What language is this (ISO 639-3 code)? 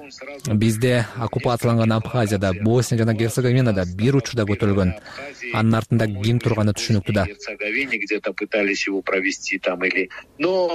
kir